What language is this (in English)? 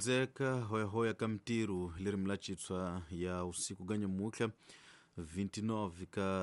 Tsonga